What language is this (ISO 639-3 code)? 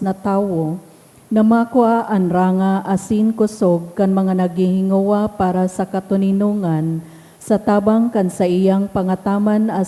bik